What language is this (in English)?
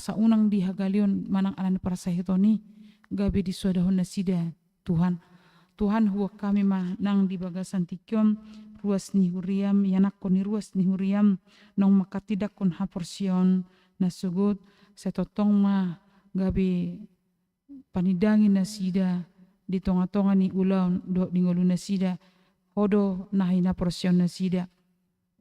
Batak Toba